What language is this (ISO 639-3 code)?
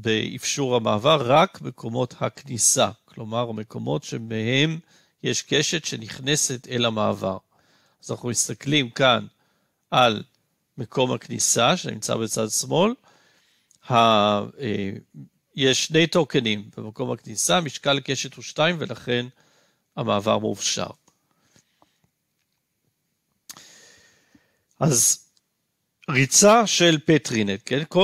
heb